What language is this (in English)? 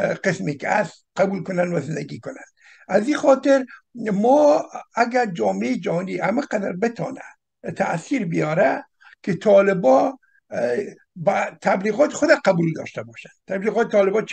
Persian